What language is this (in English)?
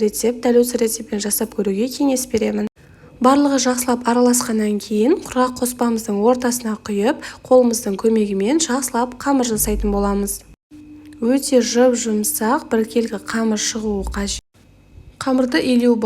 Kazakh